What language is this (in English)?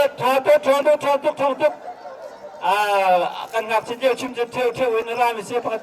Hakha Chin